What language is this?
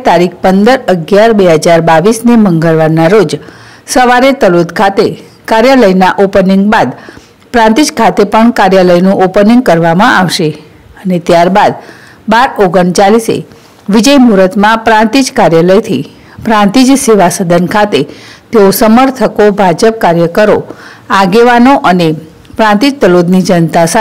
Gujarati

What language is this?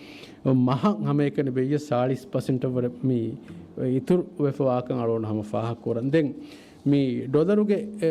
Divehi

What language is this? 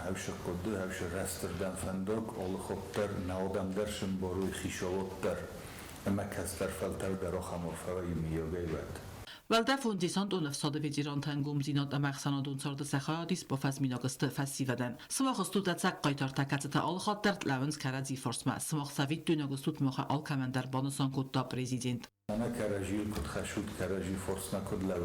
Ossetic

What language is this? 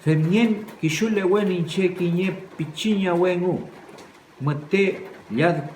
Mapuche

